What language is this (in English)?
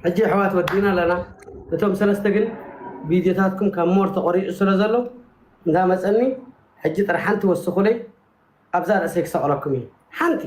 Tigrinya